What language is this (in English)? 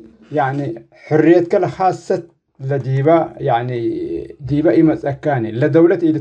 Tigre